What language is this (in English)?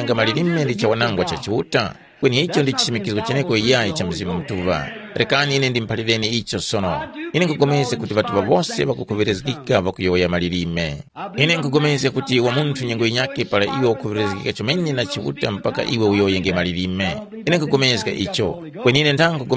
Tumbuka